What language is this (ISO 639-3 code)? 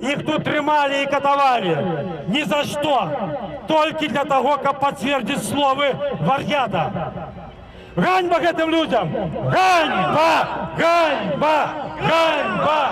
bel